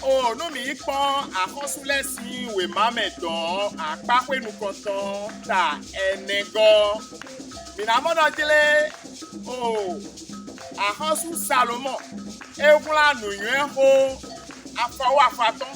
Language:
Fon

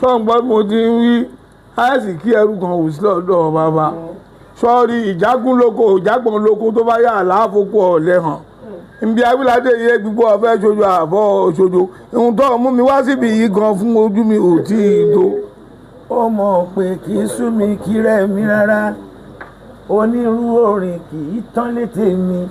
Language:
Yoruba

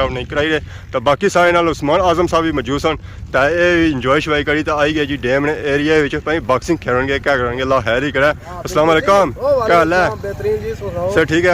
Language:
Pahari-Potwari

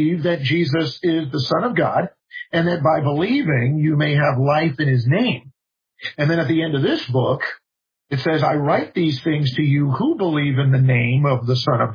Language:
English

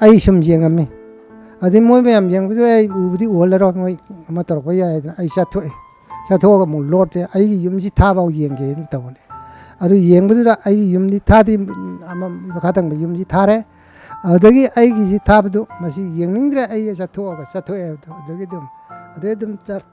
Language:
Manipuri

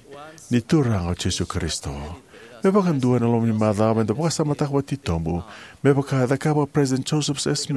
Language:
Fijian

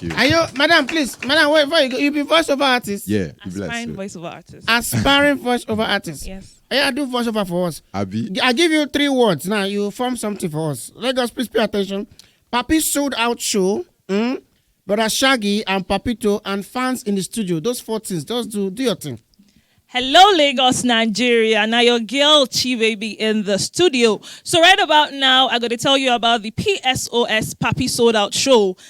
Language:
Nigerian Pidgin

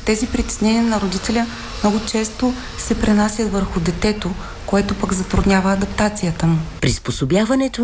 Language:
Bulgarian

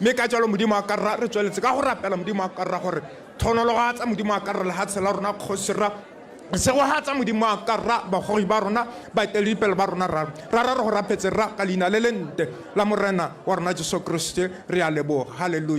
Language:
Tswana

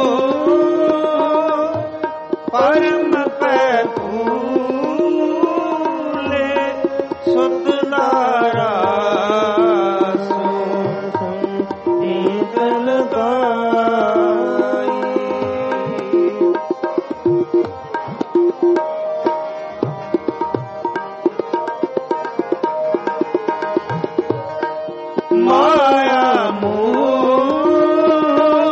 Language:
Punjabi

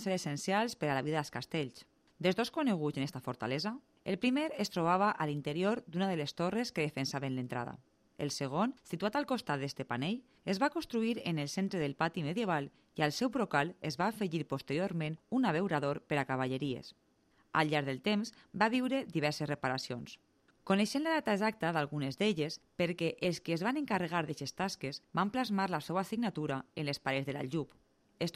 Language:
Catalan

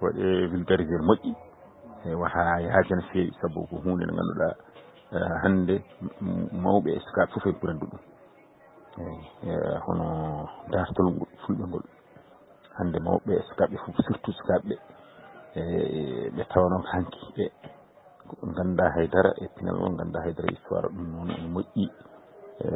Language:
Fula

